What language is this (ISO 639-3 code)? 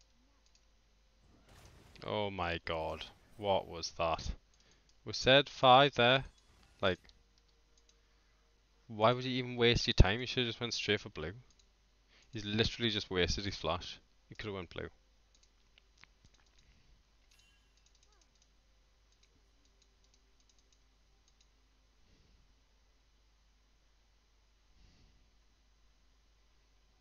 eng